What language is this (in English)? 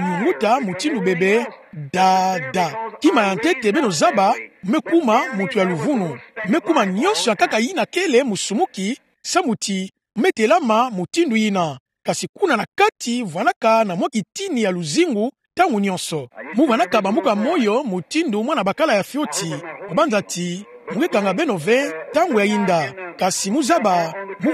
Kituba (Democratic Republic of Congo)